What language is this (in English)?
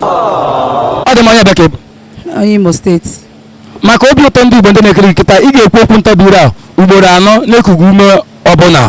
Igbo